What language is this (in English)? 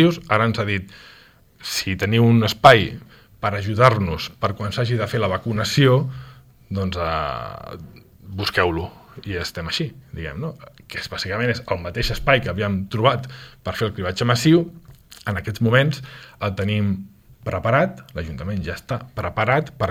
Catalan